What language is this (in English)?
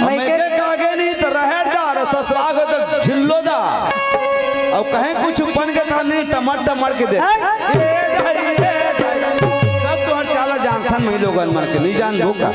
Chhattisgarhi